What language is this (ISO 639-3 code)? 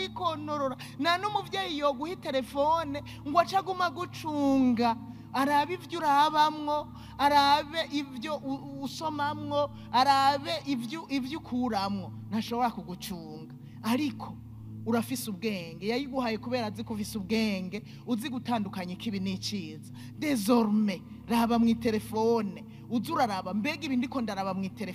run